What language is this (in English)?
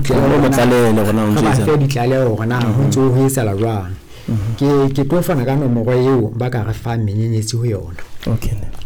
Southern Sotho